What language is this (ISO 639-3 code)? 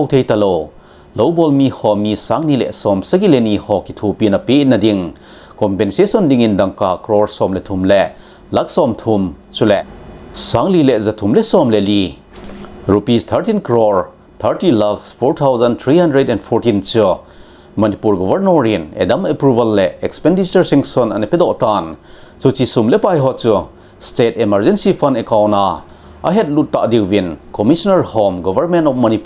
tcz